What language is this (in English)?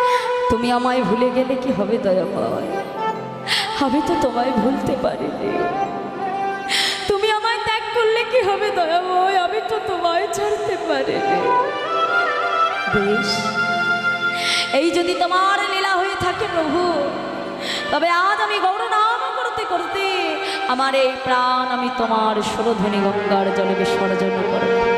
Bangla